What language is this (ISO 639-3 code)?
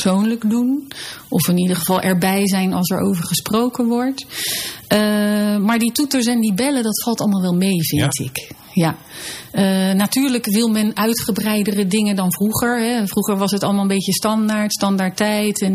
nld